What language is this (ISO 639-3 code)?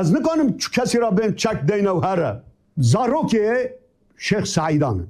kur